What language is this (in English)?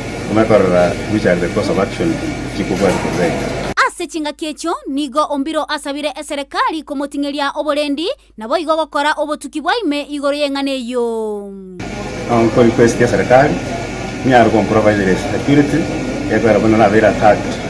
Gusii